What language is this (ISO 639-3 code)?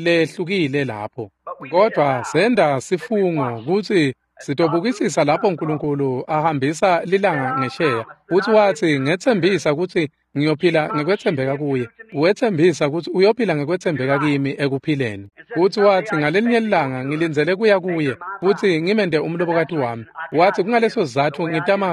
ssw